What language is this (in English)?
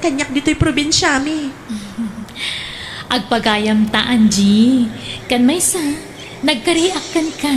Iloko